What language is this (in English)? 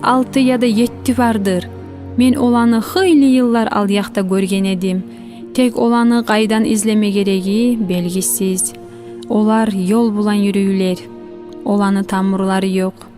Kumyk